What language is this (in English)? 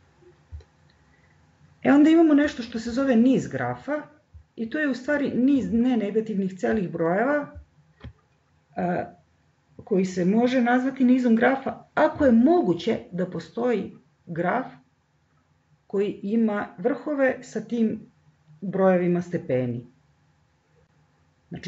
Serbian